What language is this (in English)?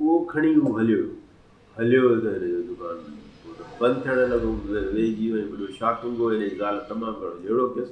Sindhi